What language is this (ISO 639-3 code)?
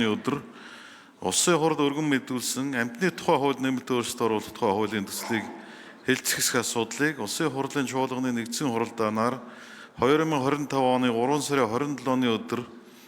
mon